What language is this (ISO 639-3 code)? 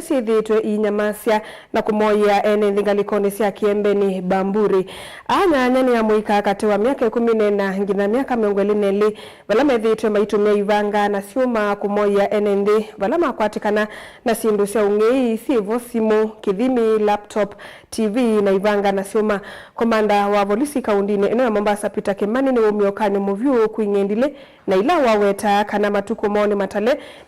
kam